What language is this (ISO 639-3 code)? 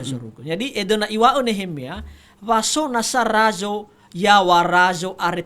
nia